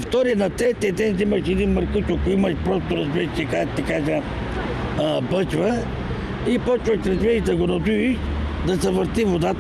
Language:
Bulgarian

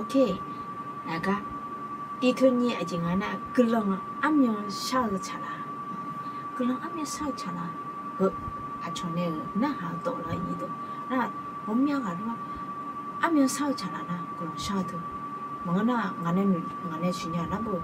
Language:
Akha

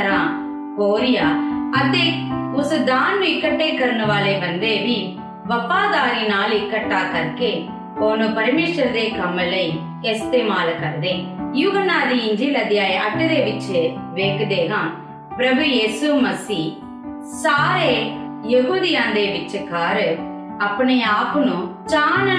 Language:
Punjabi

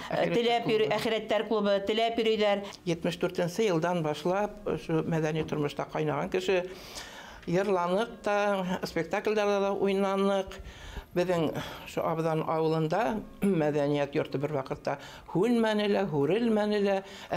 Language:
Bashkir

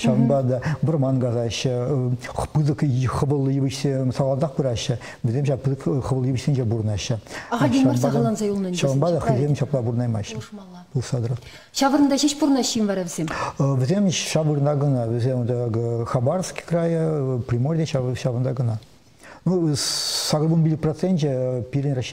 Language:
Chuvash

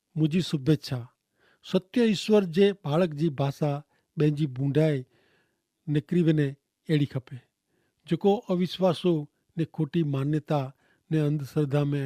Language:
Kachhi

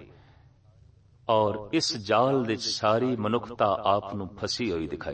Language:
Punjabi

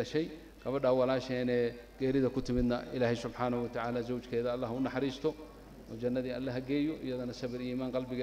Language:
Somali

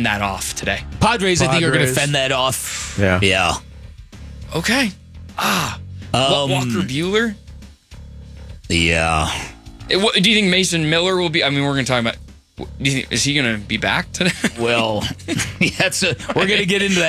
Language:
English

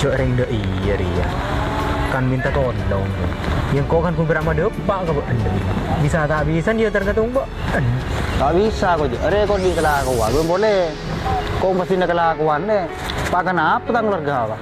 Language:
Madurese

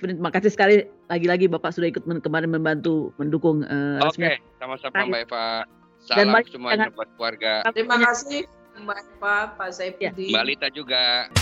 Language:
Indonesian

